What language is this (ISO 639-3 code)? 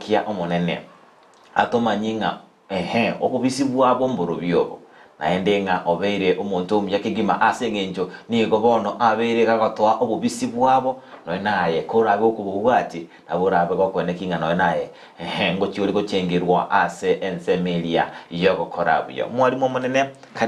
guz